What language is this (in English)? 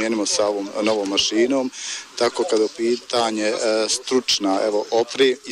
Bosnian